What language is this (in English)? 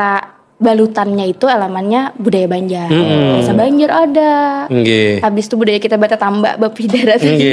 Banjar